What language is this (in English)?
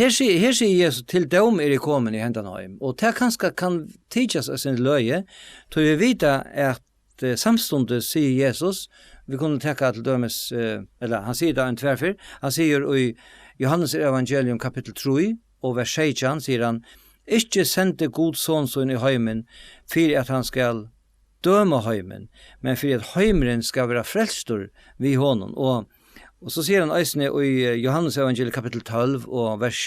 Faroese